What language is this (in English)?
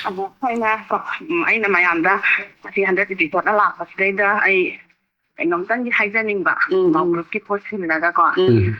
Manipuri